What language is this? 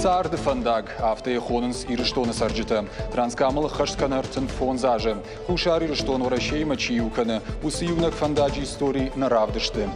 Ossetic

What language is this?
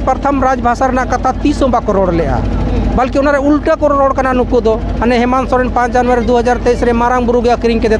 Santali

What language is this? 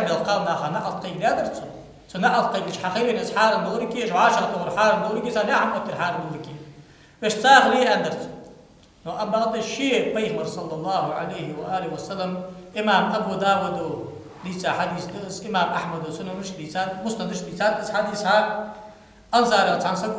Ingush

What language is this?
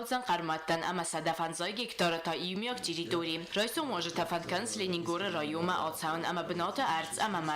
Ossetic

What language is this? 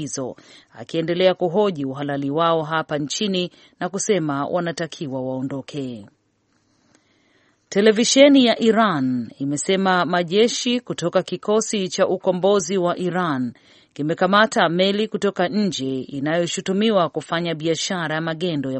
Swahili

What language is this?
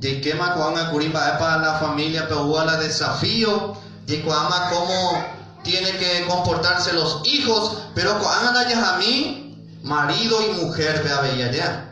Guarani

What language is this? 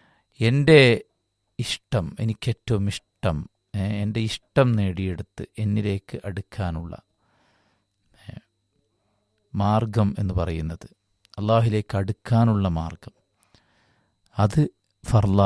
Malayalam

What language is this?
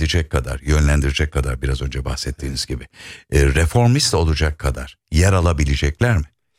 Turkish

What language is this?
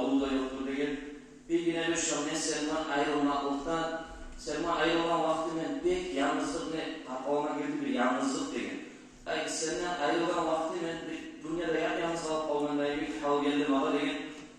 Kumyk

